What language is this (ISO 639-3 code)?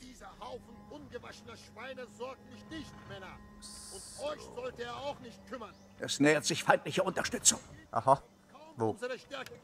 gsw